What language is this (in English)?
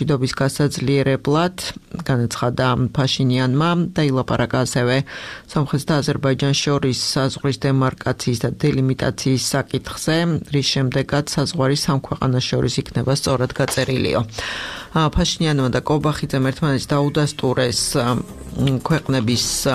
Georgian